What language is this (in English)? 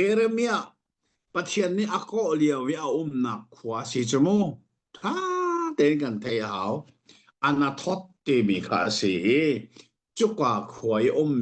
Hakha Chin